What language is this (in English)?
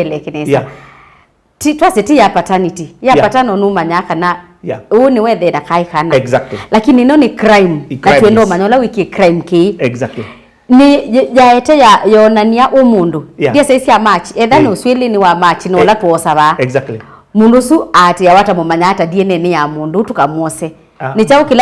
Kamba